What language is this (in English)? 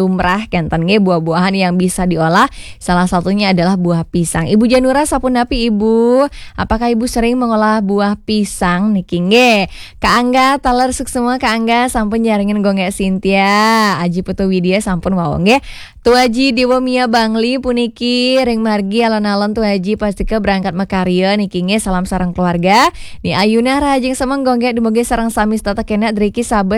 Balinese